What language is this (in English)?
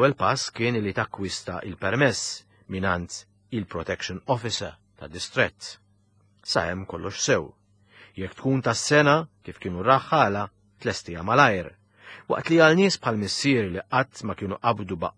Maltese